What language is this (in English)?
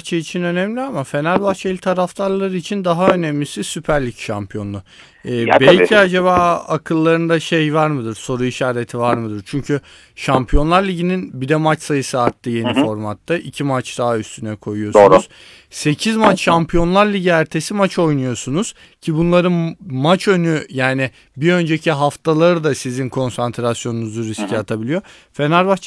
Turkish